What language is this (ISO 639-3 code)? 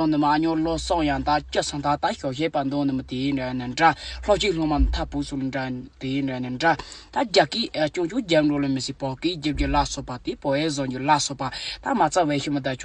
bod